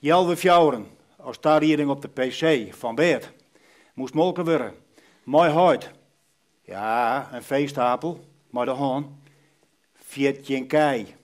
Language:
Western Frisian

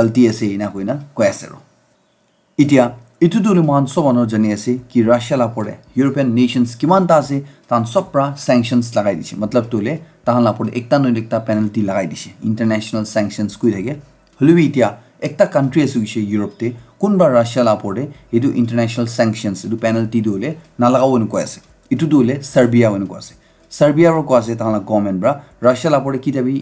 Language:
Naga Pidgin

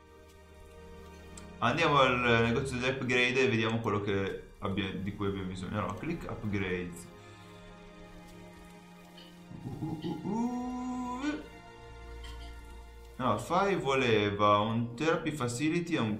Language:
Italian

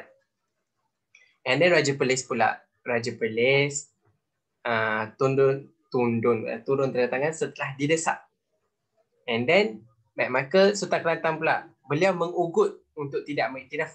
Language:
Malay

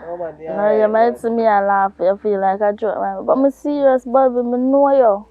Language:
Jamaican Creole English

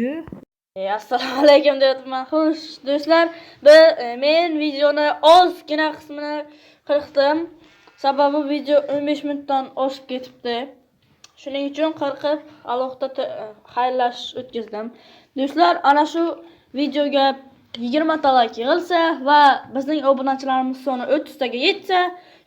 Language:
Uzbek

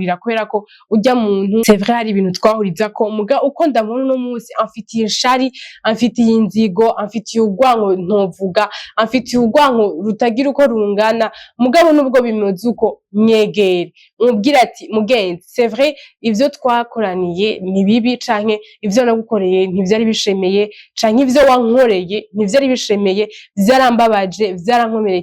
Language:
Rundi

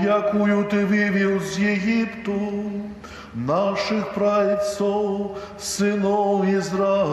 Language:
Belarusian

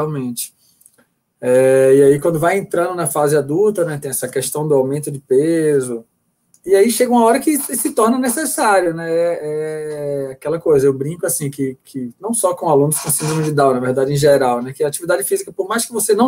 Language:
Portuguese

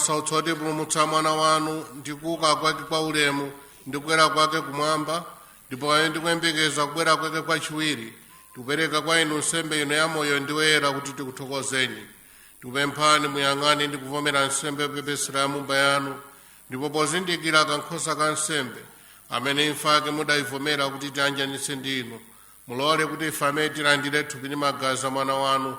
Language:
Nyanja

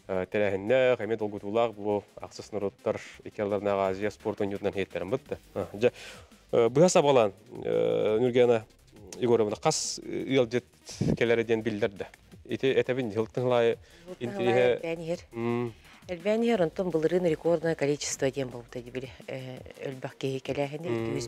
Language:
Yakut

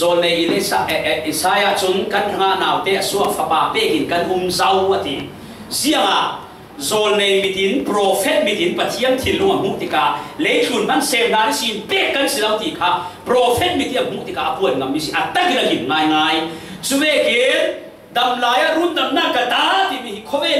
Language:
Falam Chin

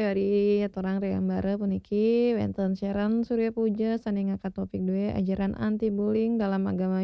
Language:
Balinese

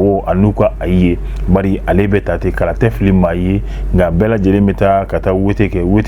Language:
Bambara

